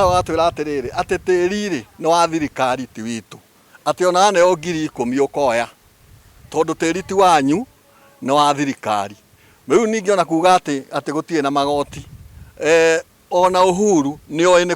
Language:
Kikuyu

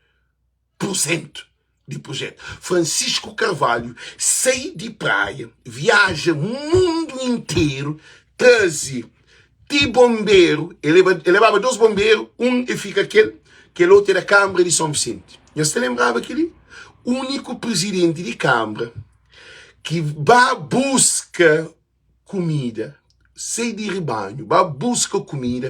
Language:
Kabuverdianu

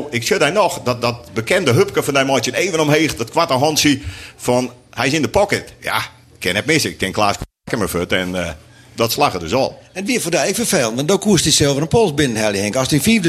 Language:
Western Frisian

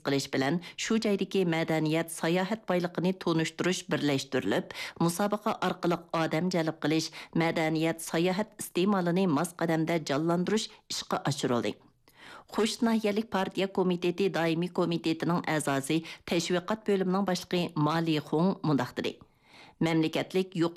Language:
Uyghur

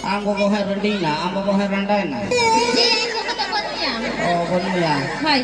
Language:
Santali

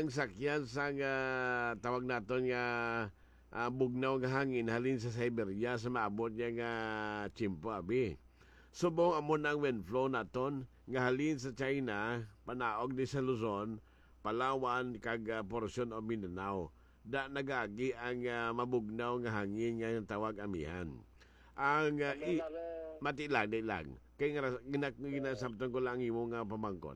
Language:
Hiligaynon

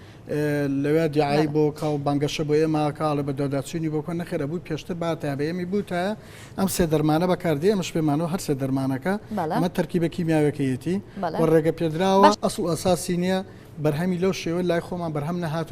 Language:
Central Kurdish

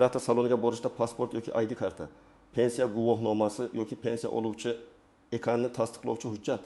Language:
Uzbek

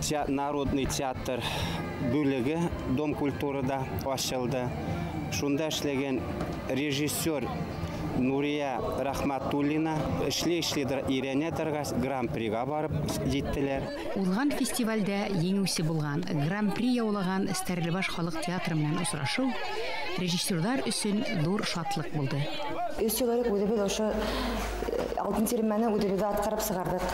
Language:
Bashkir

